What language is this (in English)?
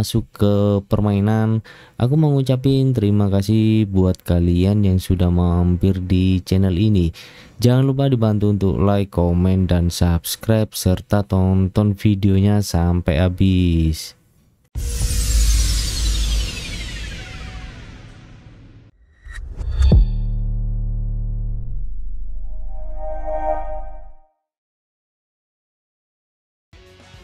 Indonesian